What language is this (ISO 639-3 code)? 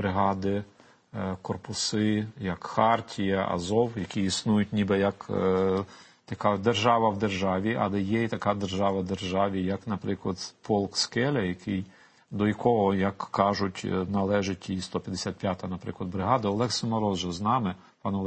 ukr